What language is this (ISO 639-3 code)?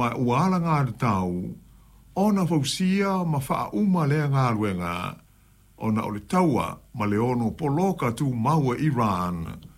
smo